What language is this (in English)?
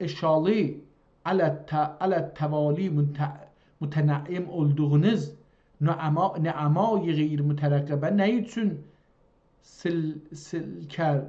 South Azerbaijani